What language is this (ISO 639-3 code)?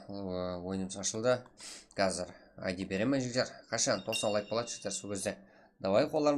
kaa